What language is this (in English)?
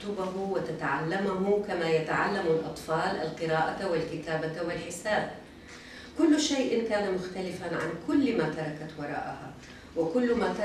Arabic